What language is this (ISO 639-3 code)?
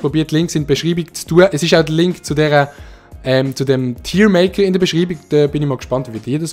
gsw